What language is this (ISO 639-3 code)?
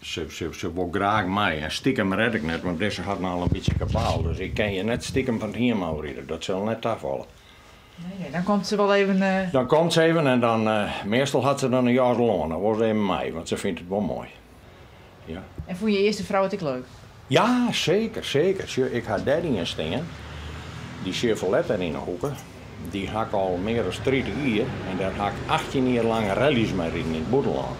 fry